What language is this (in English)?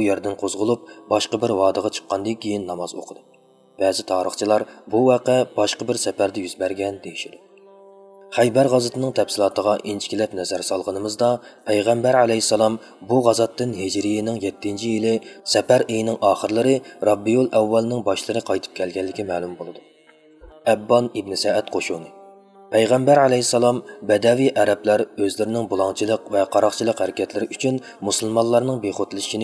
Uyghur